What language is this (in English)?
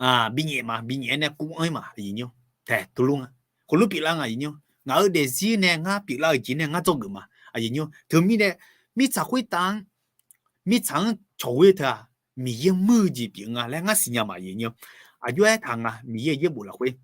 Akha